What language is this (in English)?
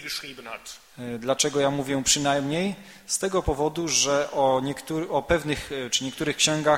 Polish